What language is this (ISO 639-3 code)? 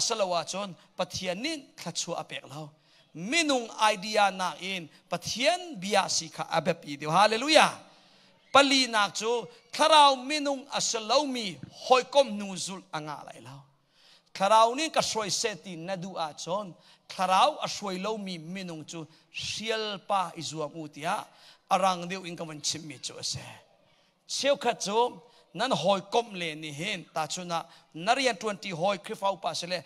cnh